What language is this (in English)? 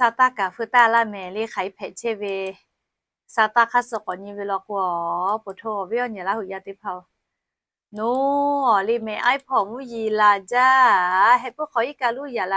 Lahu